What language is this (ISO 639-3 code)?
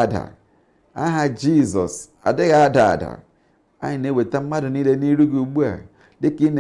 ibo